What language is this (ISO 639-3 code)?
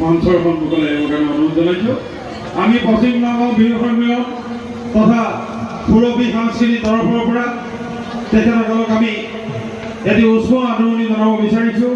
asm